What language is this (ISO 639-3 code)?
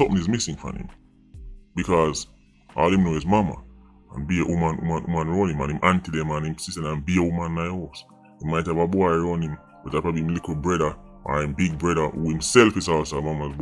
jam